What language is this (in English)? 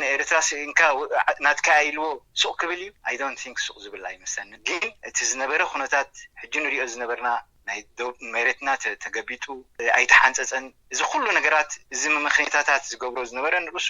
Tigrinya